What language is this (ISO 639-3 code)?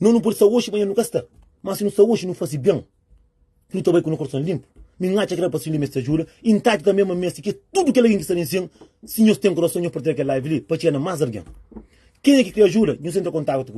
kea